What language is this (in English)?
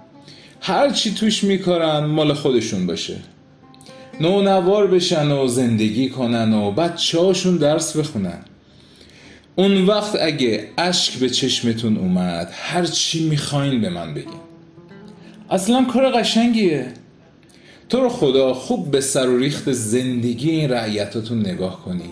Persian